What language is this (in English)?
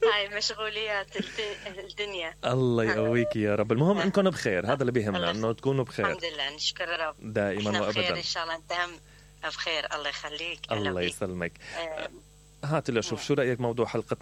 Mesopotamian Arabic